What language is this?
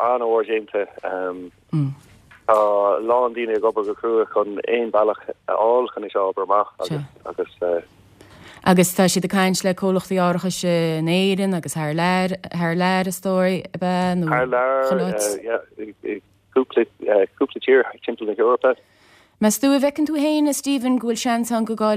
Irish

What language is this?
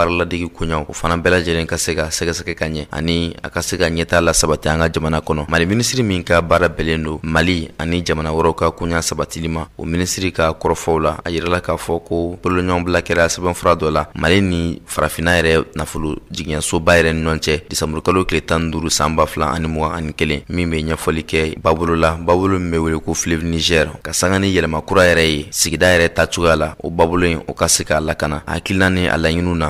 Bambara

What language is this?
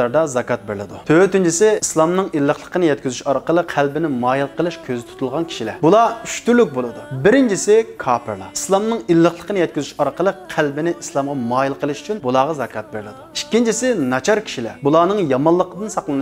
Uyghur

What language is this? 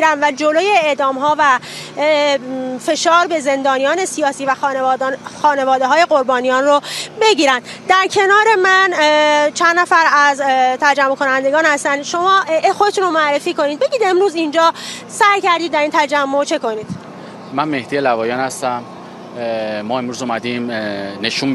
Persian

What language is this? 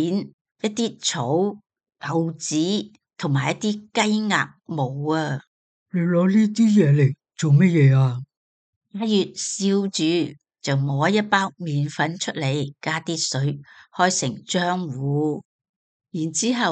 Cantonese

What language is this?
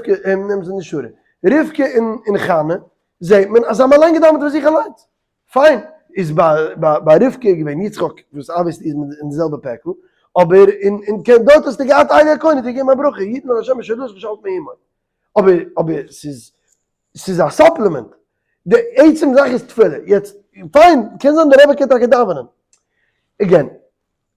Yiddish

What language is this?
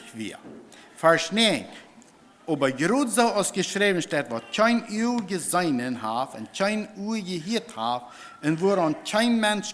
Plautdietsch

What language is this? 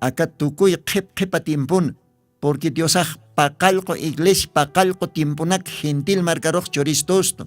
Aymara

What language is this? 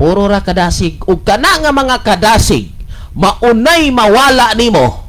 Cebuano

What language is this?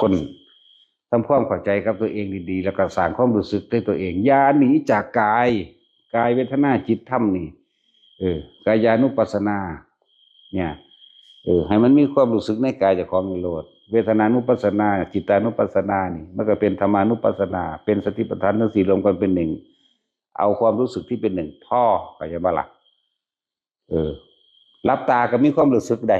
Northeastern Thai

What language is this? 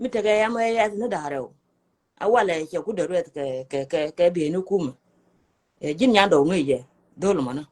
Nuer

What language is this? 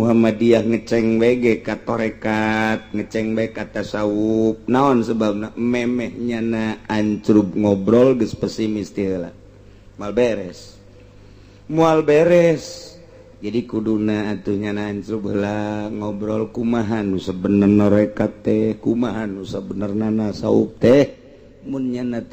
Sundanese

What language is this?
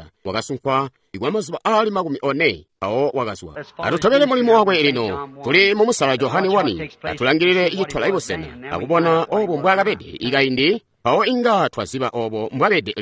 Tonga (Zambia)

